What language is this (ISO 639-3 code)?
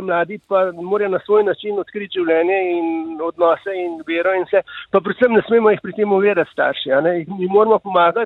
slv